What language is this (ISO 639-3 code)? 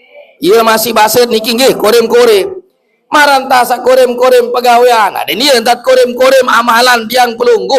sas